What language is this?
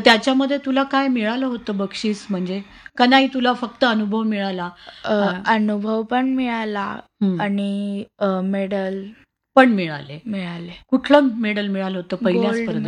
Marathi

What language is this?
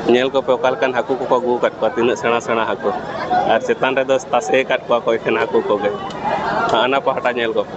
Santali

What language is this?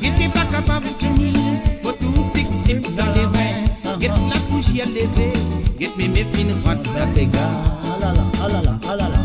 Morisyen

